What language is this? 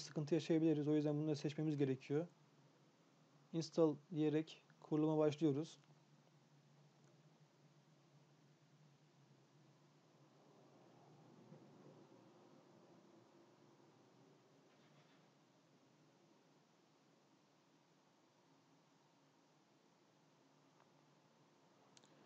Turkish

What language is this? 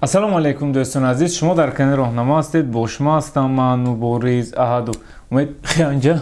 Tajik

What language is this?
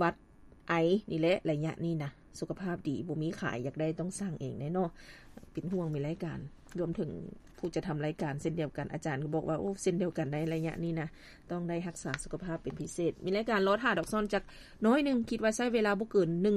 Lao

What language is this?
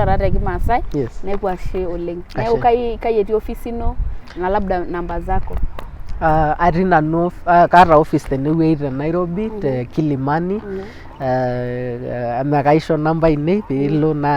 Masai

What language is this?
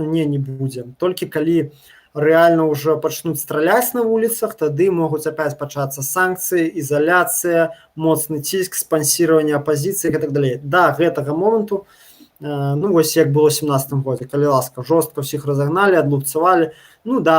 Belarusian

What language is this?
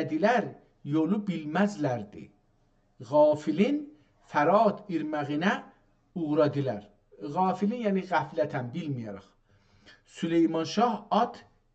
South Azerbaijani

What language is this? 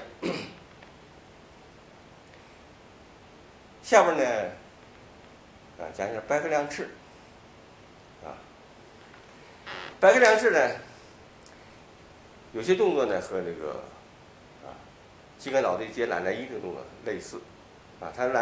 Chinese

